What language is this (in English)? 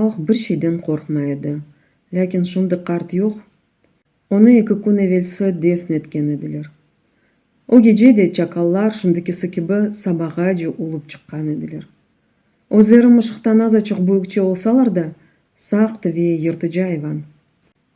Crimean Tatar